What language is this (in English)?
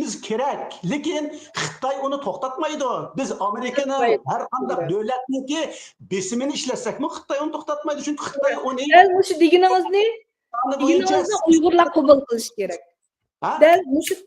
Uyghur